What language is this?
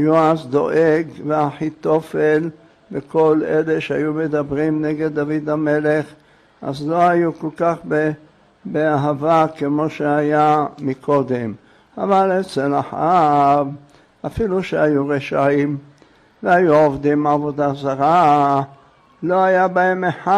Hebrew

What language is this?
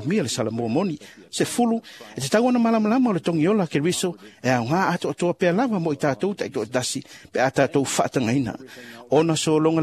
Samoan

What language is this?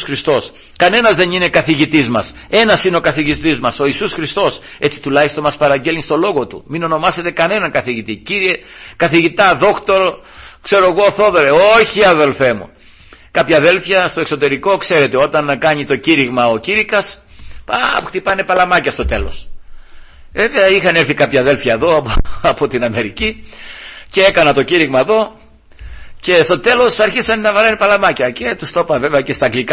Greek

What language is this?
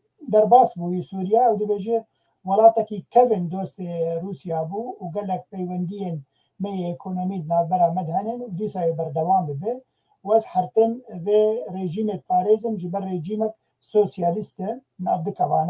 Kurdish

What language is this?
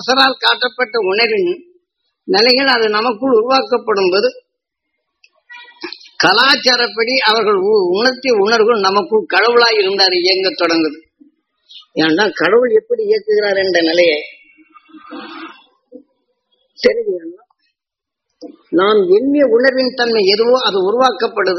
Tamil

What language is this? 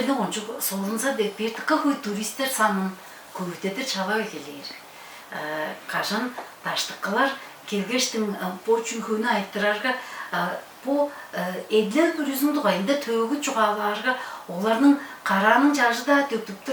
Tuvinian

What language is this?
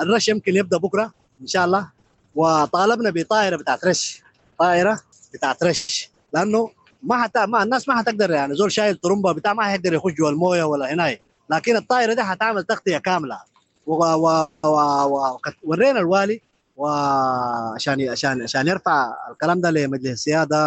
Sudanese Arabic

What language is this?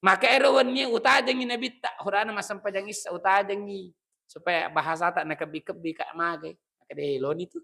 Buginese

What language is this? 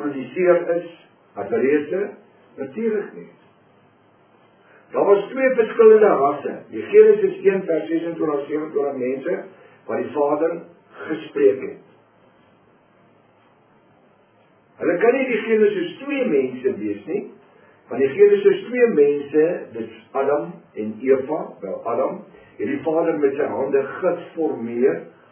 Afrikaans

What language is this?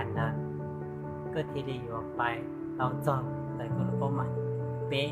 Hmong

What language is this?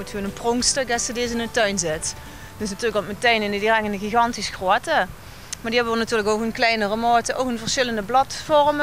Limburgish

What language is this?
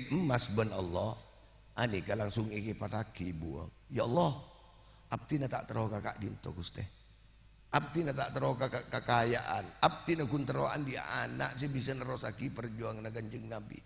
Madurese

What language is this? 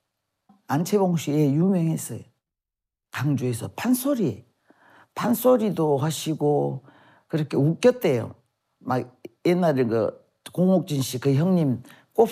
Korean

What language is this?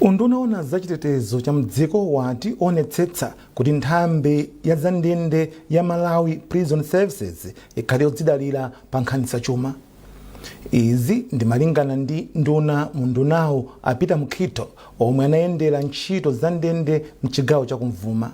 Nyanja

